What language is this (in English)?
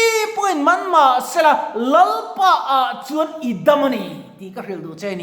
Mizo